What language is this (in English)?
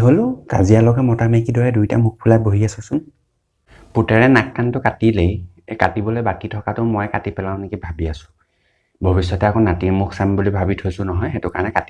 Assamese